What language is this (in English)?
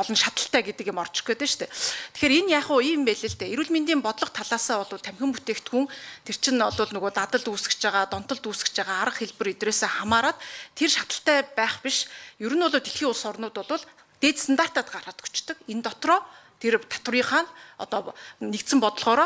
Mongolian